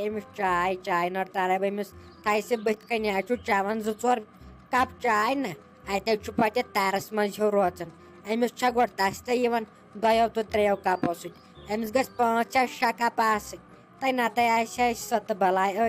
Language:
Kashmiri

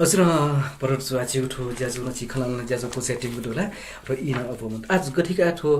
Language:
Newari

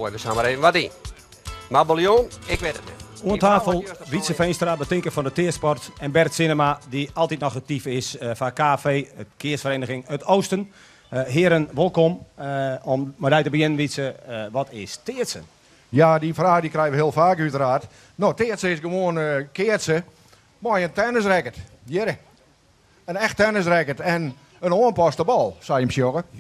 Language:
Western Frisian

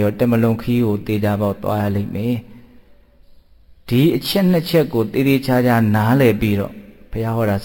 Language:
Burmese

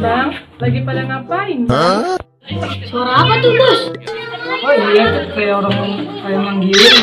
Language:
Betawi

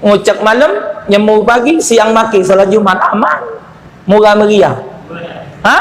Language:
Musi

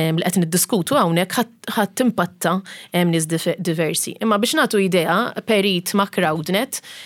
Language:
Maltese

